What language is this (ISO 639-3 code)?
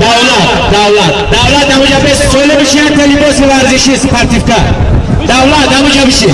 tgk